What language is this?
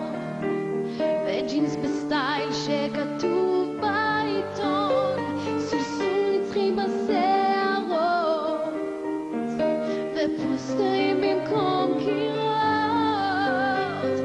Hebrew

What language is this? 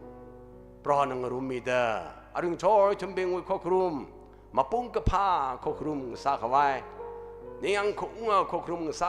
Tangkhul Naga (India)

